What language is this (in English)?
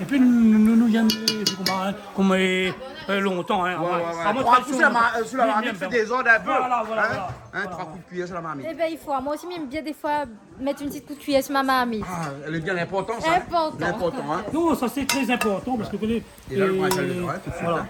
Réunion Creole French